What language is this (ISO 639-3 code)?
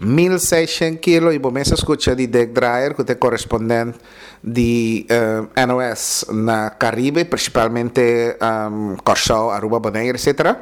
pap